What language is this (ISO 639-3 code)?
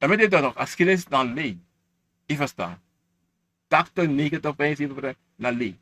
srn